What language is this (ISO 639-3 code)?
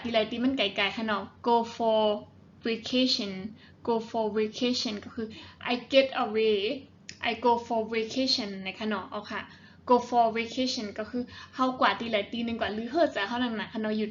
shn